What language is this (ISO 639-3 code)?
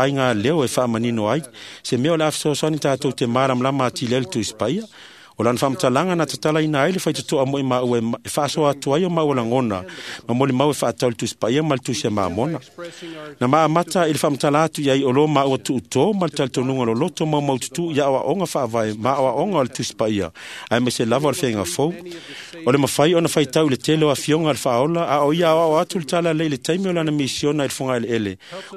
smo